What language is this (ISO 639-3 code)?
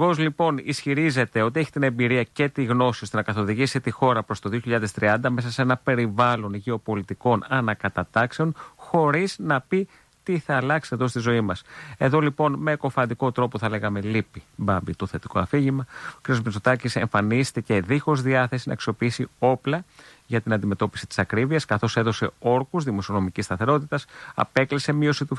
ell